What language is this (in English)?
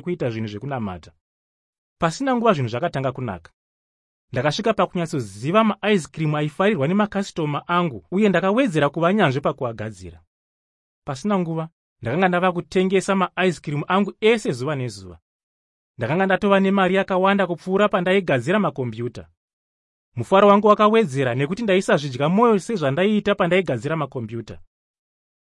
Shona